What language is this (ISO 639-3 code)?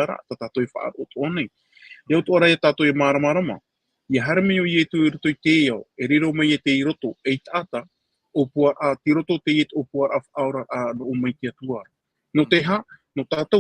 tah